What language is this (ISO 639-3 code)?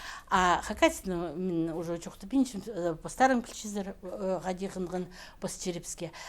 kjh